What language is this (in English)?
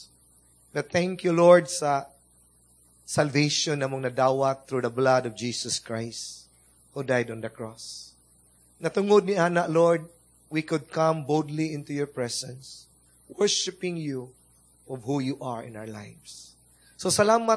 Cebuano